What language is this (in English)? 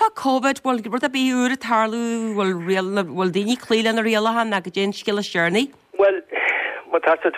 Irish